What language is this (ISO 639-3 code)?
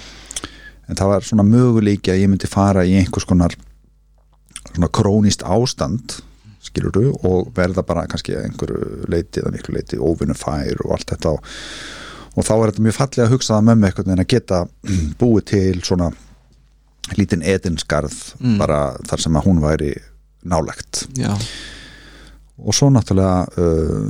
isl